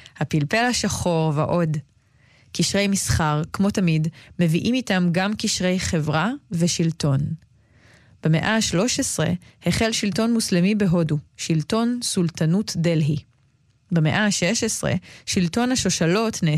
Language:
Hebrew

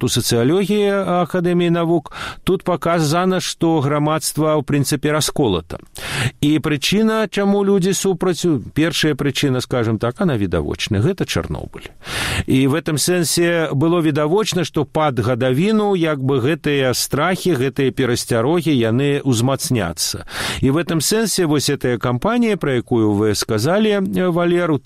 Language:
Belarusian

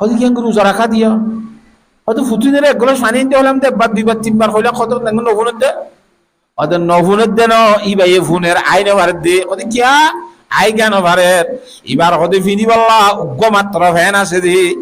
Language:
Rohingya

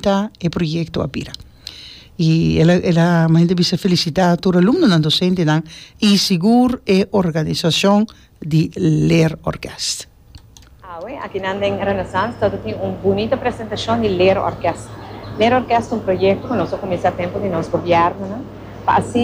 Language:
Papiamento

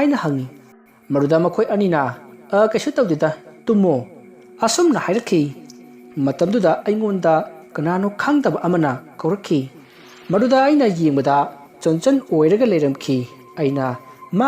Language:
Manipuri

